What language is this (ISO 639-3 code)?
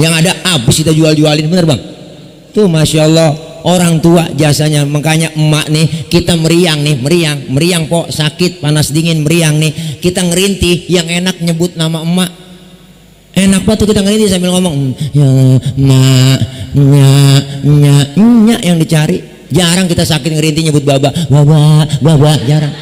bew